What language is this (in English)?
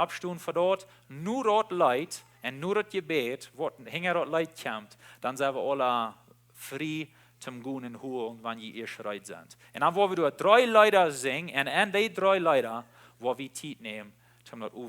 Plautdietsch